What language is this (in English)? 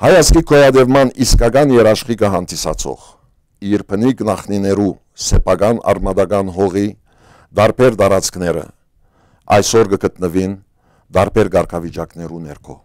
Western Armenian